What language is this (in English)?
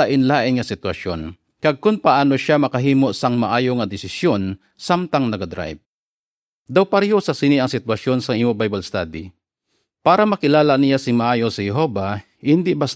Hiligaynon